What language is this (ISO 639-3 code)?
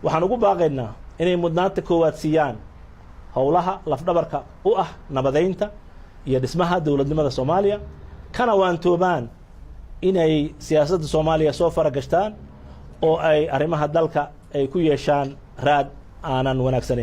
som